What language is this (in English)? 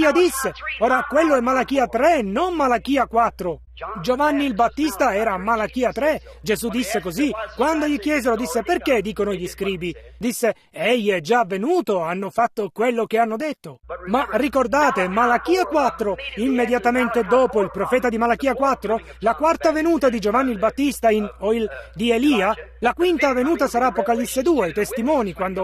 Italian